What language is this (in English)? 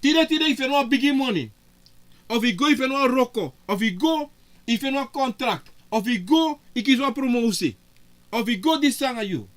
Sranan Tongo